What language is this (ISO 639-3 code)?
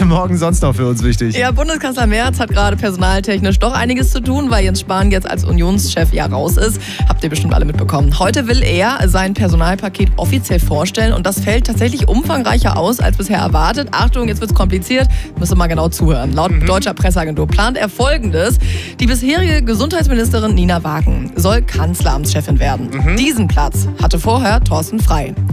deu